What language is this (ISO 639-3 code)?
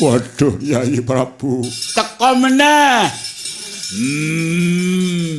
jav